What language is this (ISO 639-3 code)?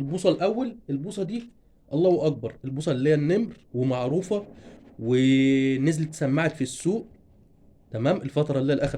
arz